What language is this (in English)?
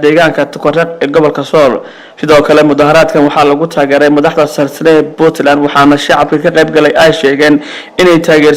Somali